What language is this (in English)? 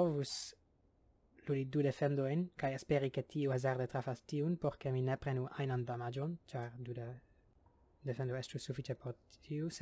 Esperanto